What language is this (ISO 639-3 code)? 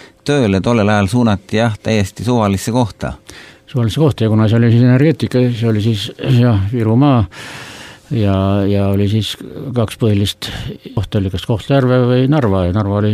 est